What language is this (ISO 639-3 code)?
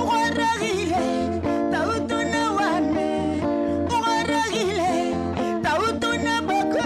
tsn